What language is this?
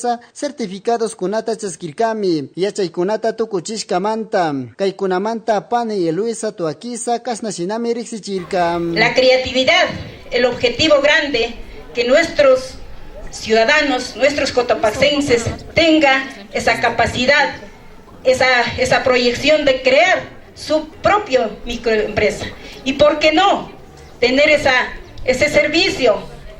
Chimborazo Highland Quichua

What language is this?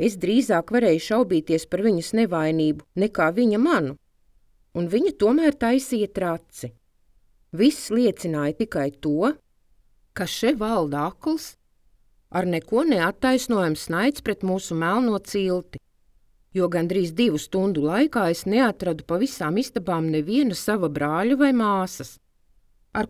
Latvian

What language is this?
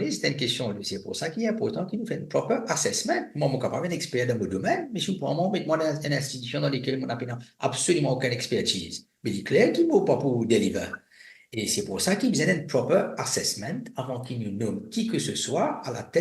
Morisyen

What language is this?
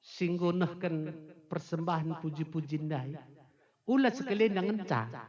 Batak Karo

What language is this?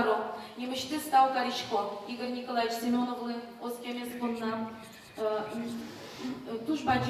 Udmurt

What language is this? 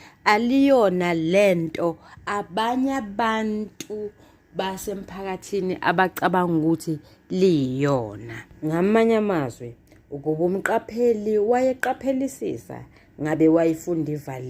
Zulu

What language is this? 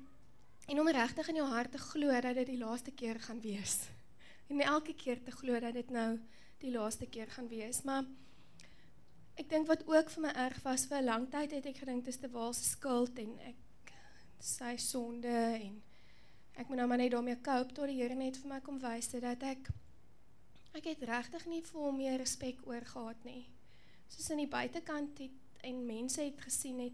Afrikaans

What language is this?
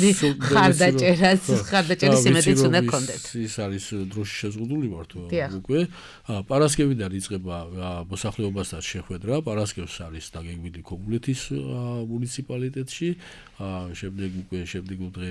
Georgian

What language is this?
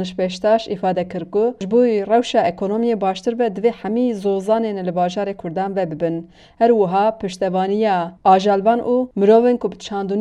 Kurdish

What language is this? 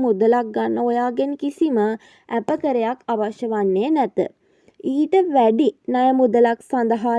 Sinhala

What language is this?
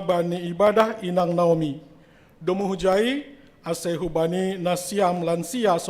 Batak Simalungun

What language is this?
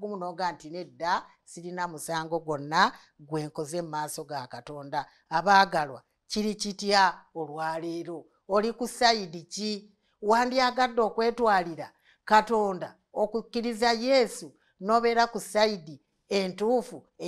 Ganda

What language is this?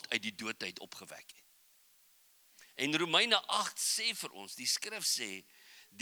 Afrikaans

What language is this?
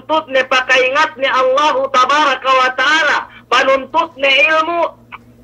Yakan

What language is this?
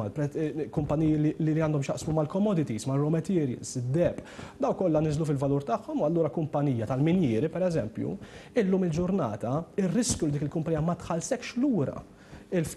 Maltese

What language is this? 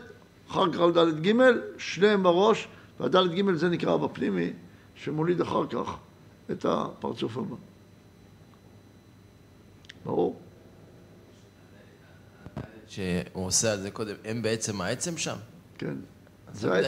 Hebrew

